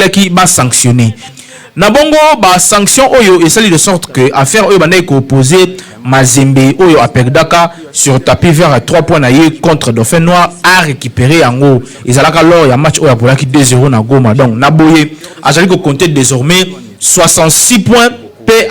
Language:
Lingala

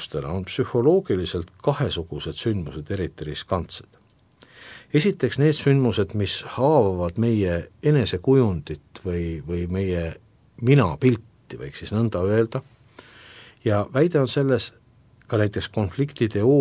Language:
Estonian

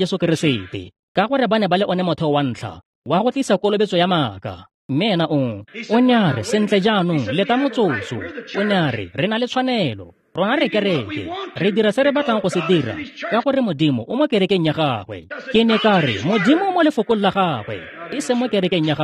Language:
Tswana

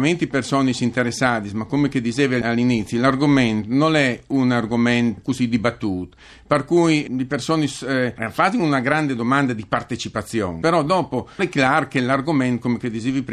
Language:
Friulian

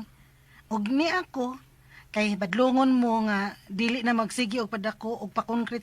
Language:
Cebuano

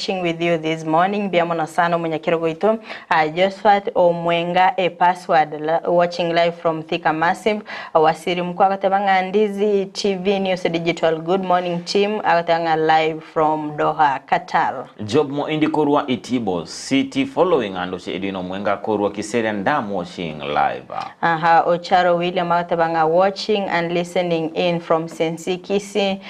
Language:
Gusii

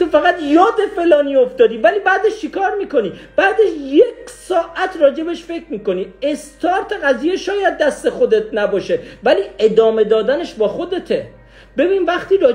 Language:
Persian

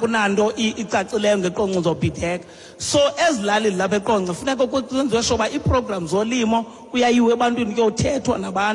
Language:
Xhosa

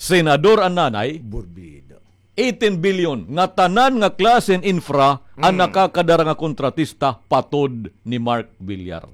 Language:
Waray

